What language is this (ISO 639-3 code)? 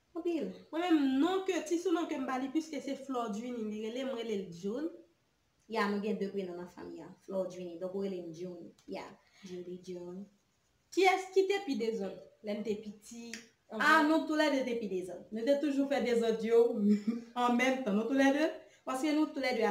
hat